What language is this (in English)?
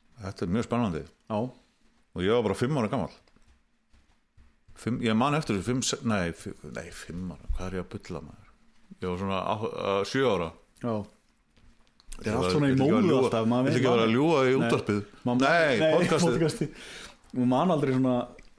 Icelandic